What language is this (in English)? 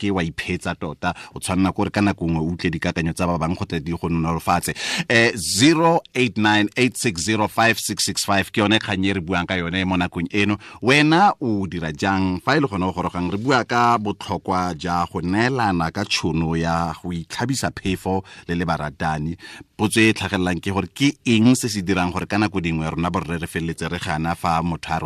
Tswana